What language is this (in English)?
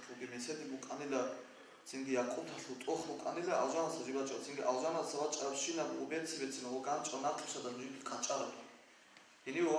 Avaric